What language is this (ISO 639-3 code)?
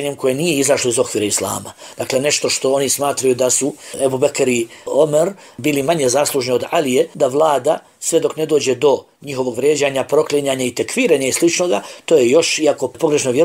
bos